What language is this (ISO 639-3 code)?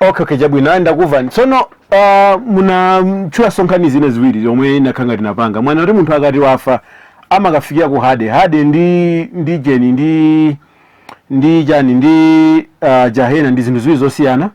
nya